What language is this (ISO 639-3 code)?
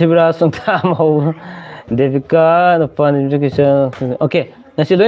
mni